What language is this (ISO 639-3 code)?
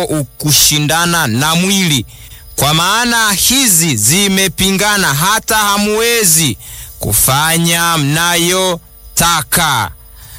swa